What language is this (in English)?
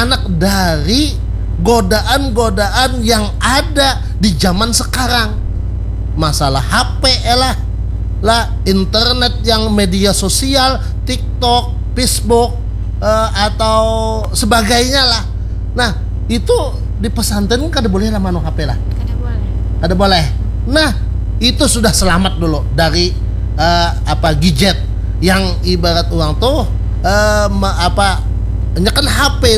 Banjar